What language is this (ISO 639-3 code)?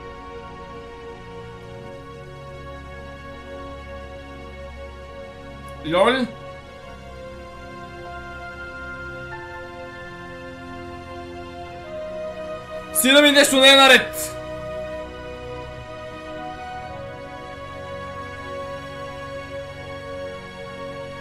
bul